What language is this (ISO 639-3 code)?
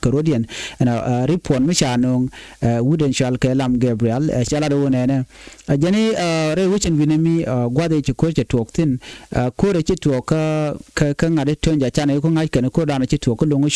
nus